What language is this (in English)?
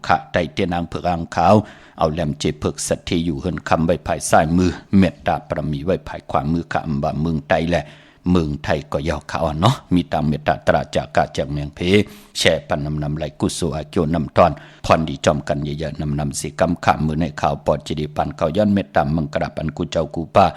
Shan